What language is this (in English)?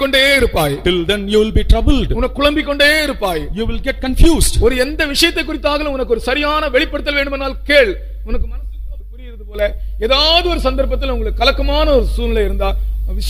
Tamil